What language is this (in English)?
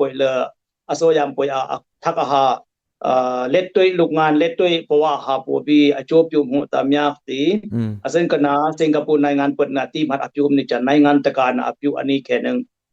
Dimasa